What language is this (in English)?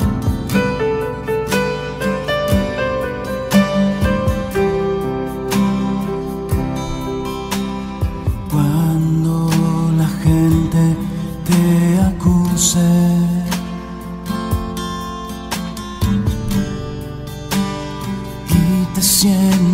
Spanish